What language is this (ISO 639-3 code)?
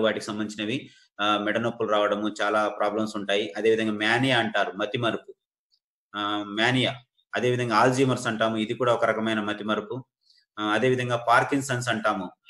tel